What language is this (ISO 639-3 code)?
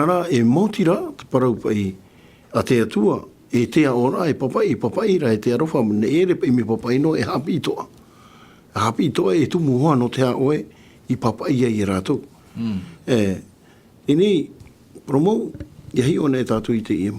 tah